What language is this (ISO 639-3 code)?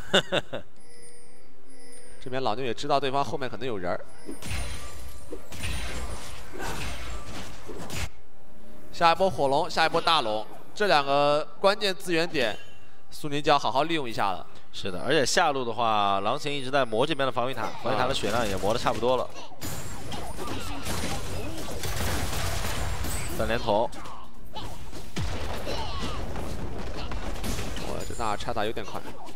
zho